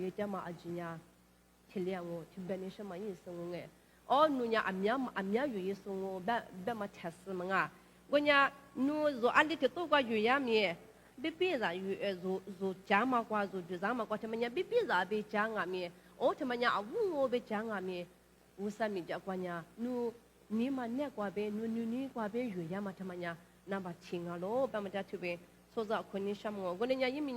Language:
Lisu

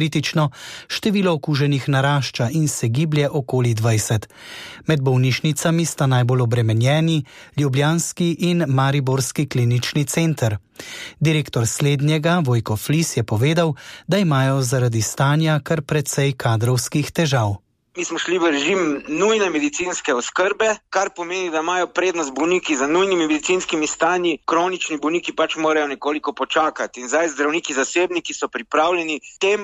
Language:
Slovenian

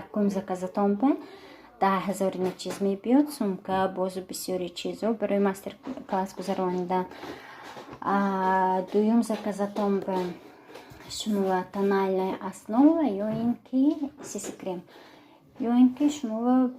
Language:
Tajik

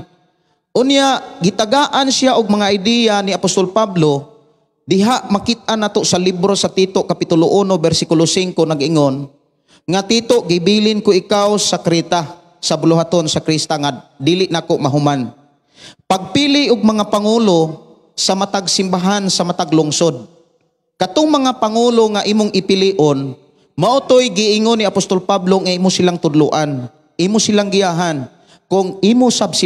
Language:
Cebuano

